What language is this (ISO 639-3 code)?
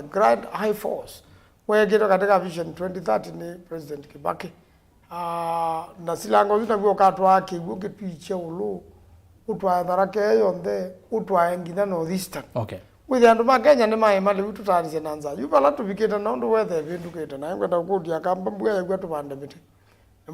kam